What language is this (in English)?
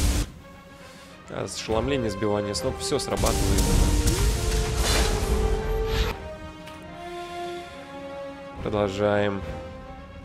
Russian